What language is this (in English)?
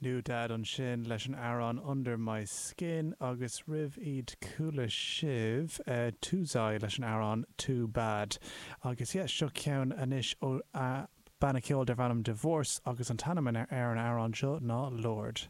Irish